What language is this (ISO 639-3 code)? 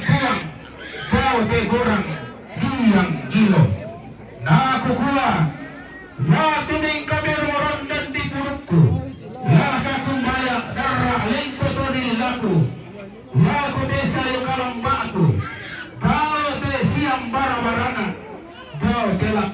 sda